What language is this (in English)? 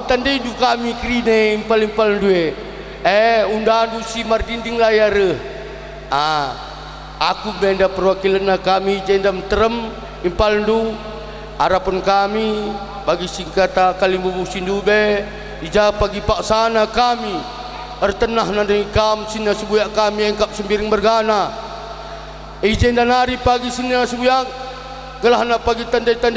Batak Karo